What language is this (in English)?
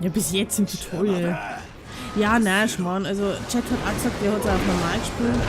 Bavarian